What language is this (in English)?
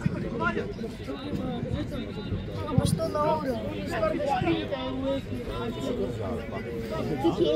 Croatian